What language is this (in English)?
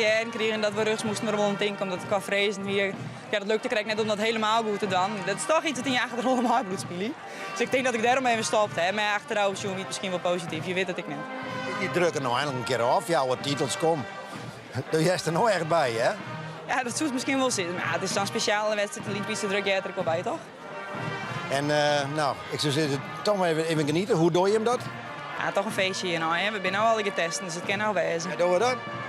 Western Frisian